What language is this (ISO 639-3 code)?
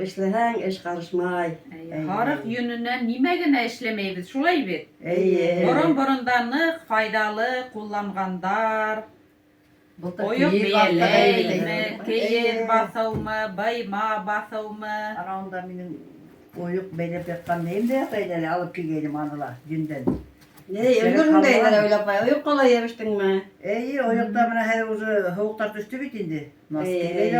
bak